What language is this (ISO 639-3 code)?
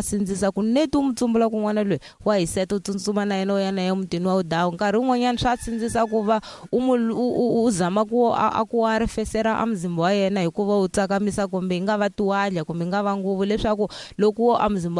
tso